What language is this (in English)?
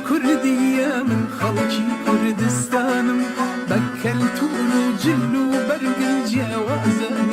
Kurdish